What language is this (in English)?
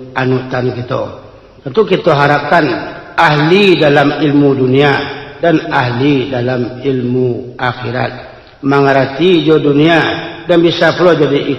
Minangkabau